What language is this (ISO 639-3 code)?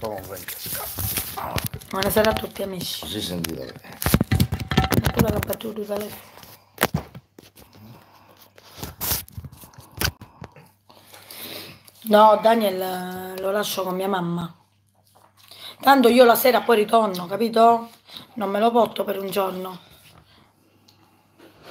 ita